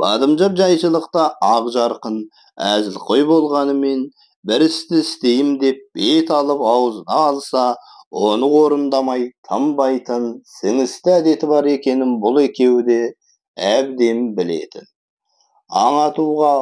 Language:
Kazakh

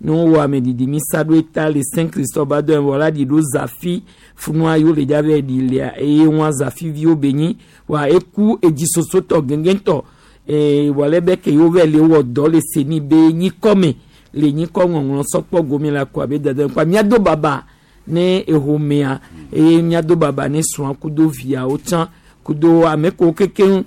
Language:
Gen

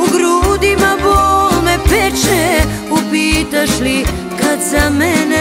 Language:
Croatian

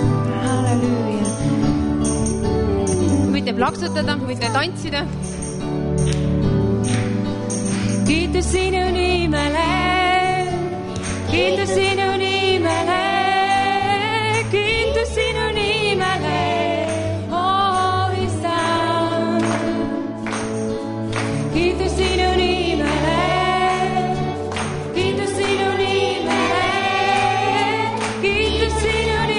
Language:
Estonian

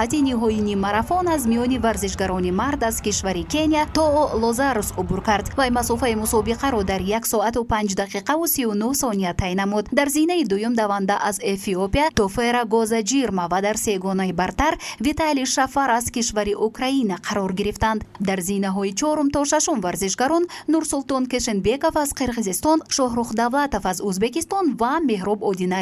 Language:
Tajik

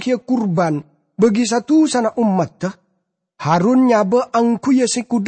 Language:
Madurese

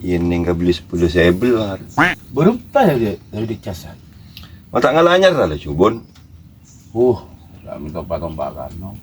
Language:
Madurese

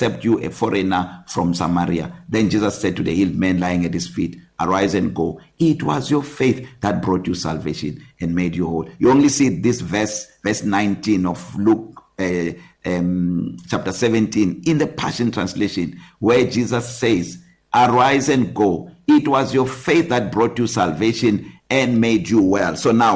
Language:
English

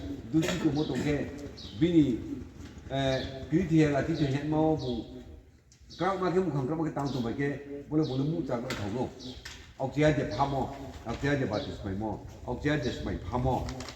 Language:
Riang (India)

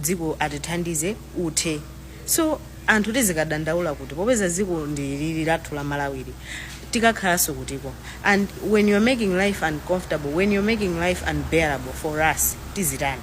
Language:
Nyanja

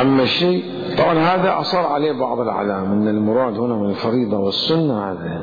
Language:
Mesopotamian Arabic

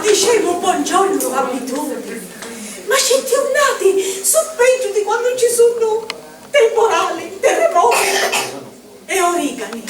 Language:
Sicilian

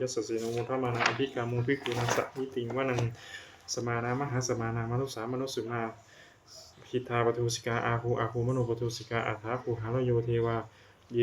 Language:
Pali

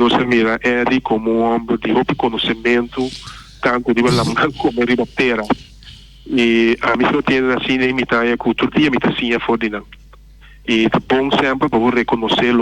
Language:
Papiamento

